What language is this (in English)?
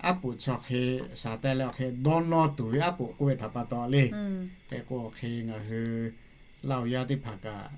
Lahu